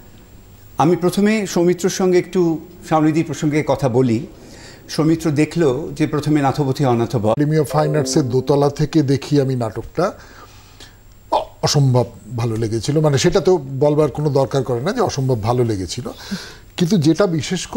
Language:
Bangla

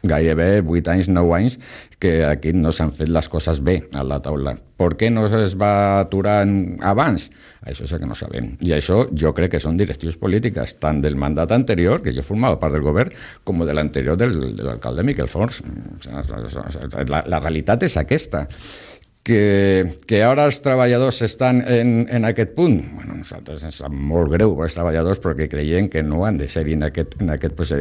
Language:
Catalan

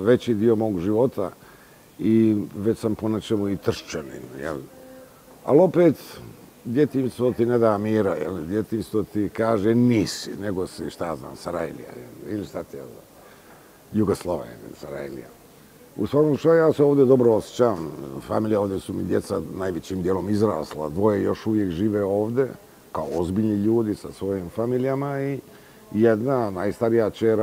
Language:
Bosnian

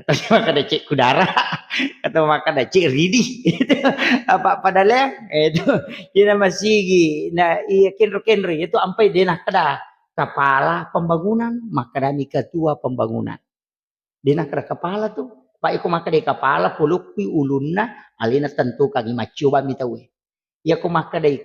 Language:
Buginese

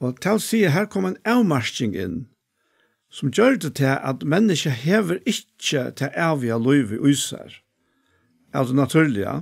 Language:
Faroese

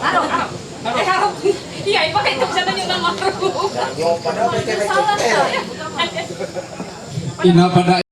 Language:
Ma'anyan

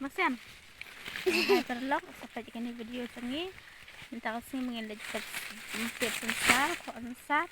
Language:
Khasi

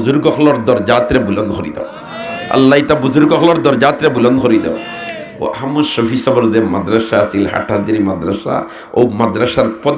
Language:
Sylheti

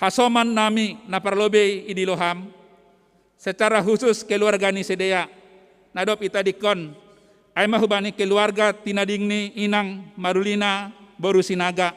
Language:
Batak Simalungun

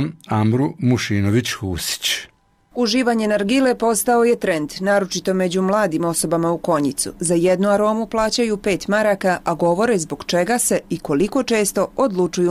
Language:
Bosnian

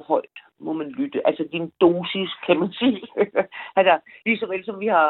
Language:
Danish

